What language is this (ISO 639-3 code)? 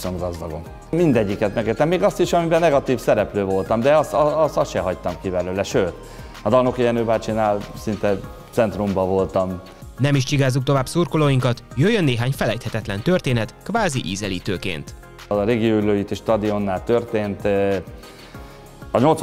hun